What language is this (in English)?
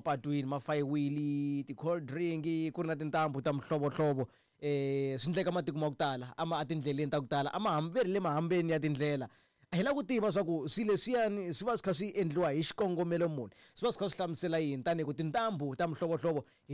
Tsonga